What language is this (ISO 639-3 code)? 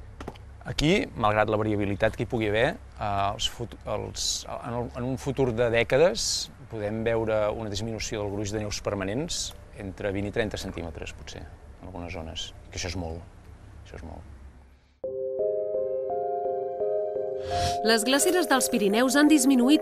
cat